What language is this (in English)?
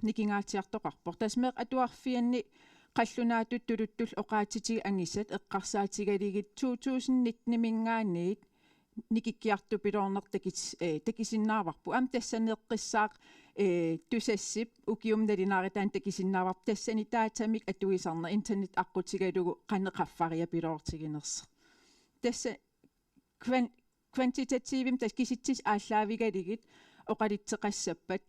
Kalaallisut